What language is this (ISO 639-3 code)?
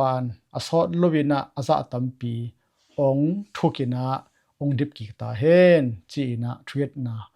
ctd